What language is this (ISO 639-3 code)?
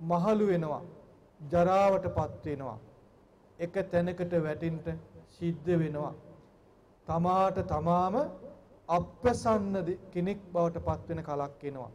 sin